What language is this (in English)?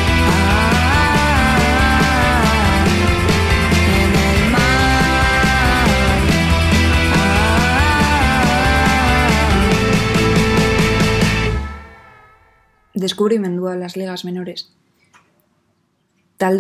Basque